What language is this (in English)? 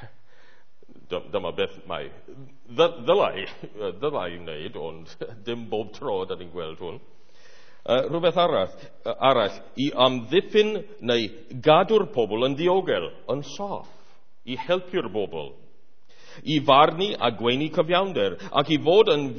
Welsh